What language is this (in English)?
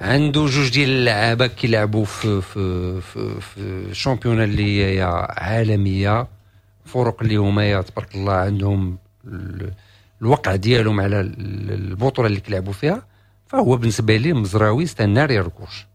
Moroccan Arabic